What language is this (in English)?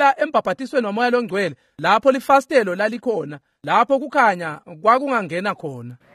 Swati